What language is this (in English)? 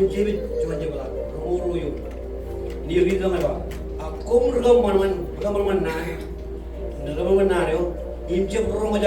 Marshallese